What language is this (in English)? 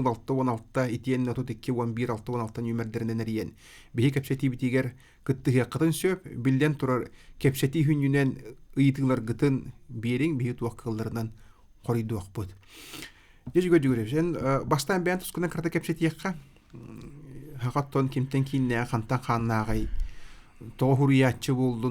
Yakut